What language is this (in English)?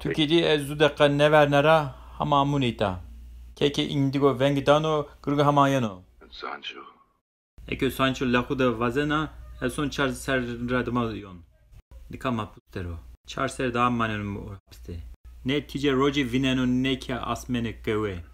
Zaza